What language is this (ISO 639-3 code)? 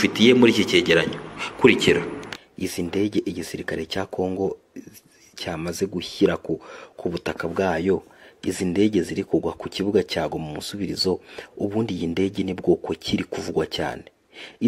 kin